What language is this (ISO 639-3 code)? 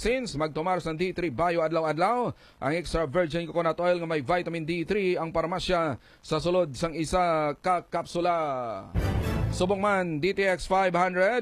hil